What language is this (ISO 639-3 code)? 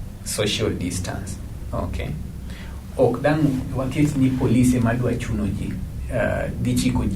luo